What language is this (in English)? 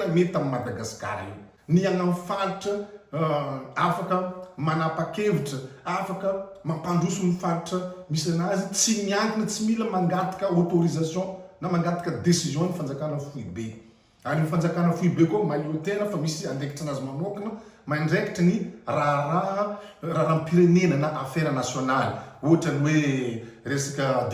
Malagasy